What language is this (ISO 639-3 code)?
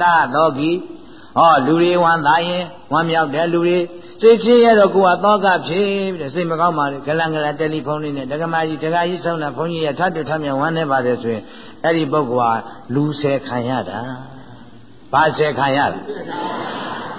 mya